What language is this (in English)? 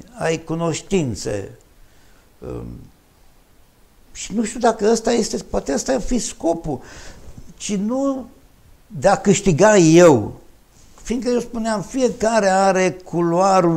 Romanian